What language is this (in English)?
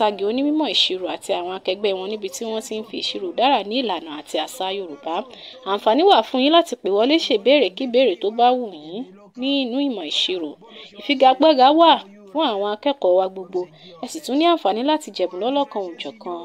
Yoruba